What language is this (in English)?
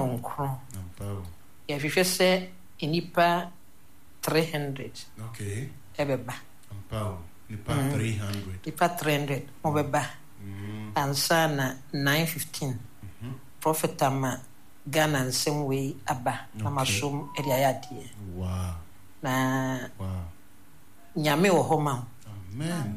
Akan